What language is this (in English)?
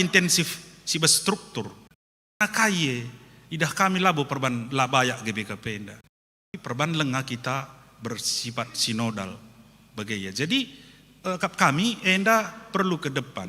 Batak Karo